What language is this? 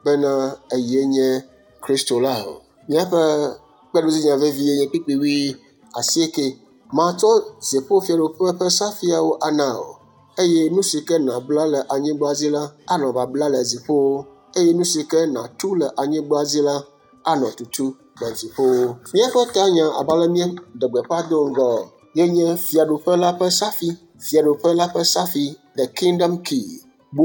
Ewe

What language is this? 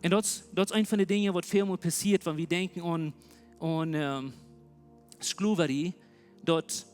Plautdietsch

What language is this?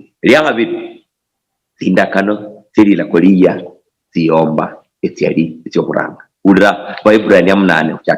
Luyia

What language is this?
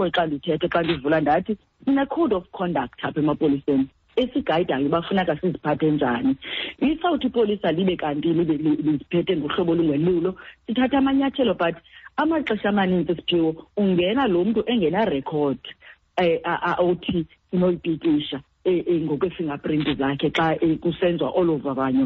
Xhosa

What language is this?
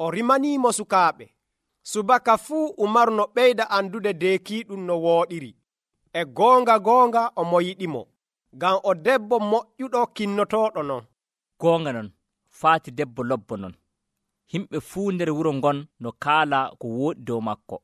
Nigerian Fulfulde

